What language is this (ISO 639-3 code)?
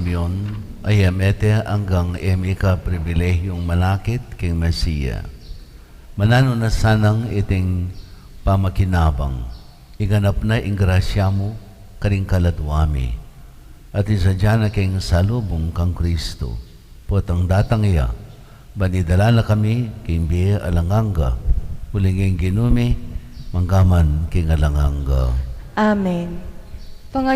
pam